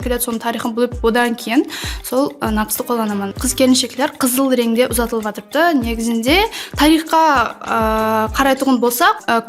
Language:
Kara-Kalpak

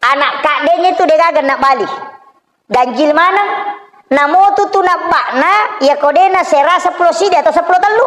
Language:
Buginese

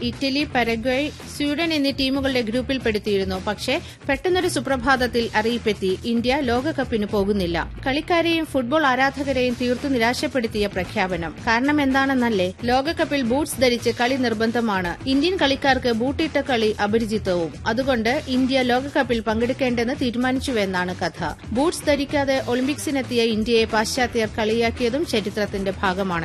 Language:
Malayalam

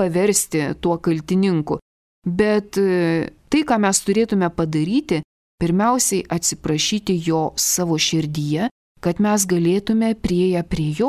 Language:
Lithuanian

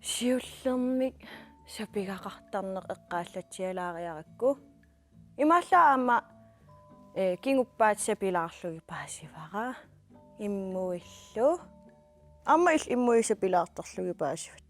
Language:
Kalaallisut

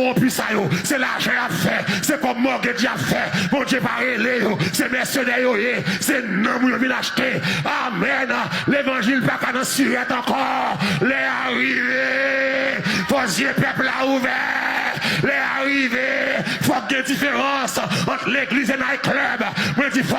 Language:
Haitian Creole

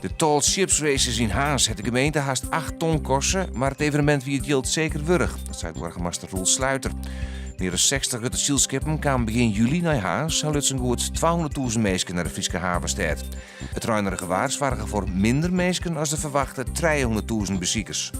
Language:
Western Frisian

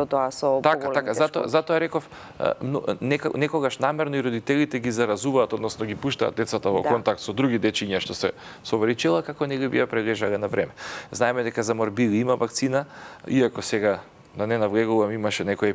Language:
Macedonian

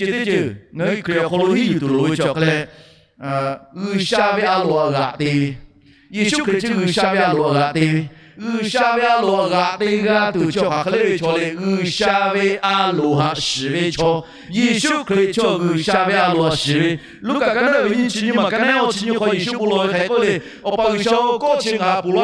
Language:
Lahu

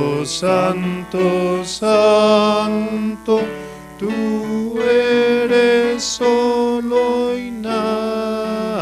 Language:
Aymara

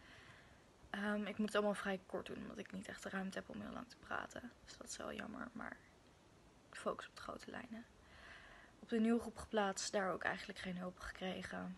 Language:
Dutch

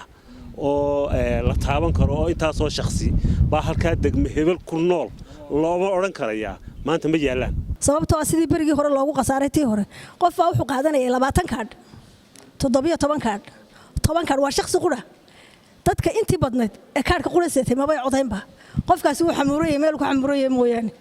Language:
Somali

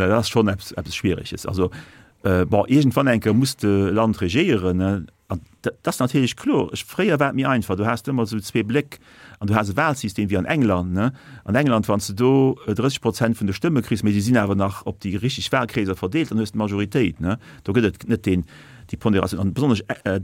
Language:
Luxembourgish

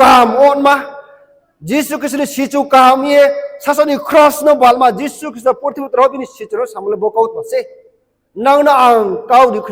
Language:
Riang (India)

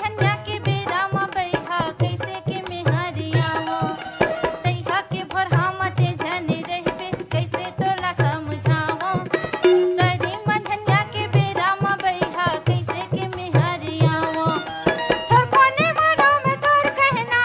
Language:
Chhattisgarhi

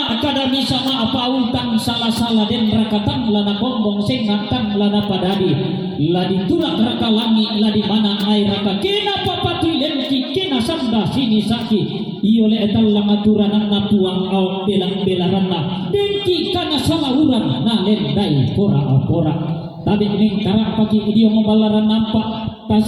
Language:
Toraja-Sa'dan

